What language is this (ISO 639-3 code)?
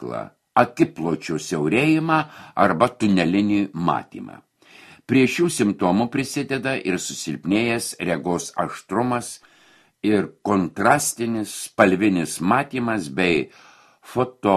lit